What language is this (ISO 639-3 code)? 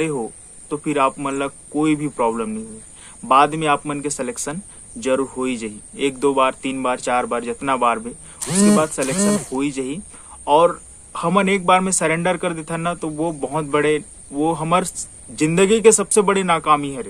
hne